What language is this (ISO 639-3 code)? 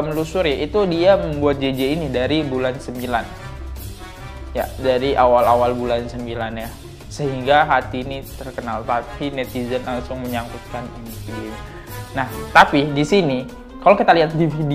ind